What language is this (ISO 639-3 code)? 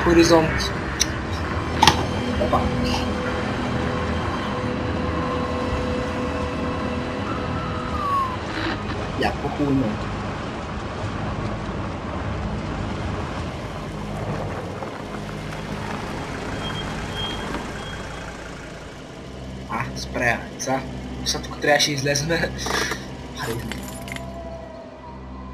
bul